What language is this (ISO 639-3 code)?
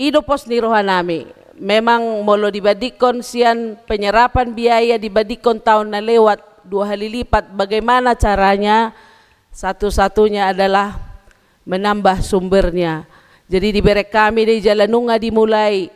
bbc